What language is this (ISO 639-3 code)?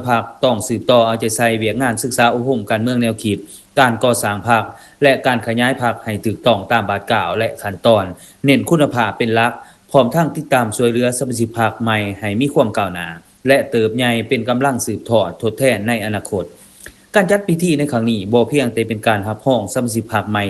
lao